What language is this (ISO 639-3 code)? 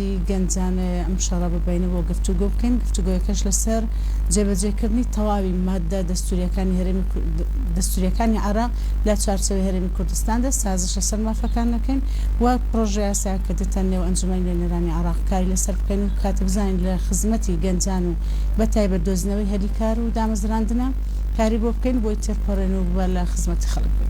ckb